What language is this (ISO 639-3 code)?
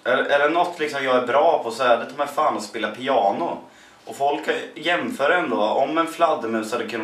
swe